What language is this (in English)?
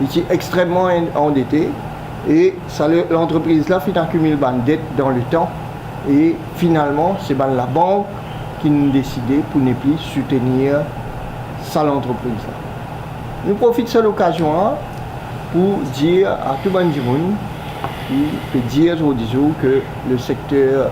Morisyen